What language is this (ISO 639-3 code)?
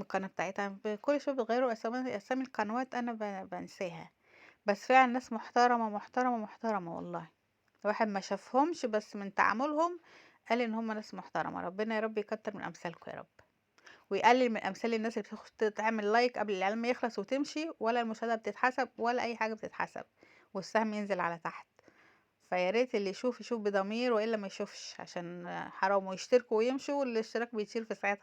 arz